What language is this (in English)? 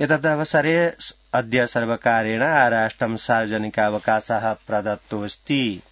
Sanskrit